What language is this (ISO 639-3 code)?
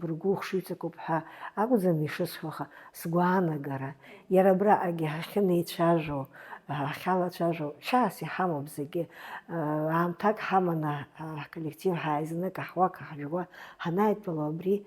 abk